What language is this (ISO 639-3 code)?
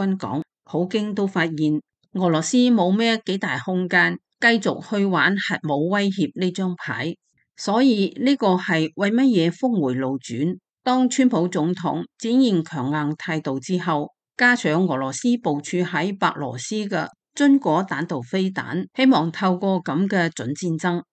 yue